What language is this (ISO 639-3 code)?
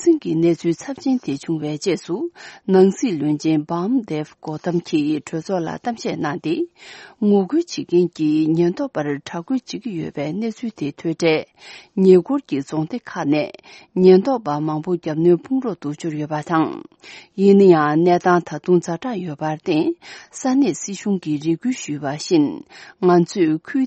bod